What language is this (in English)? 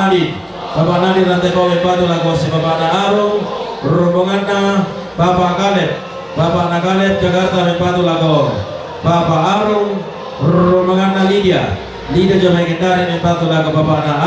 Toraja-Sa'dan